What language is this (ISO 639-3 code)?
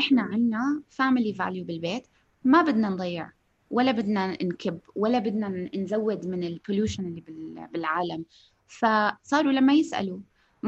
apc